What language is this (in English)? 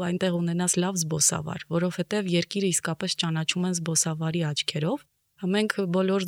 Armenian